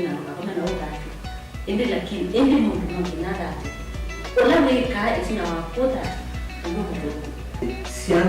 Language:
Kamba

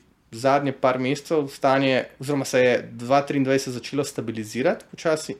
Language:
Slovenian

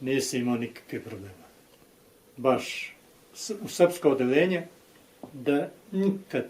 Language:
Bosnian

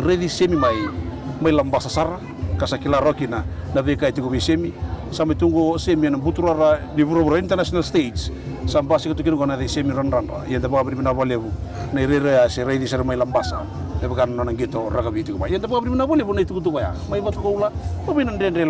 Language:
Fijian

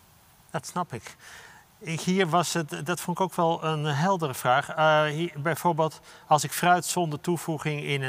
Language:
Dutch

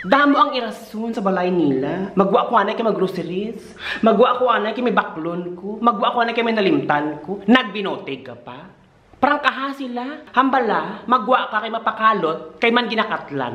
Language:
Hiligaynon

